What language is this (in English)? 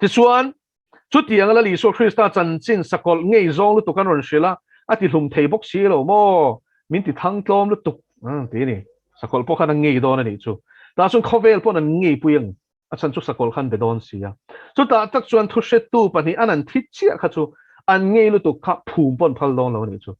Mizo